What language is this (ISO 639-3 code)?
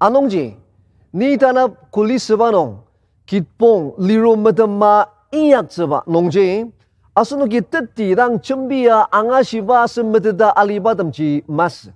njo